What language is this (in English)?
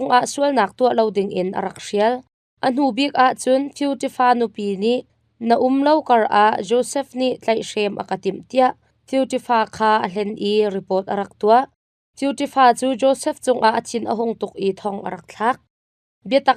Hakha Chin